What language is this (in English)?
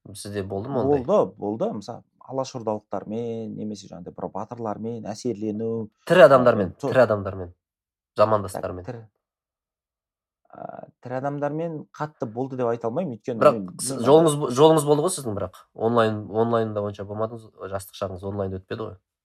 Kazakh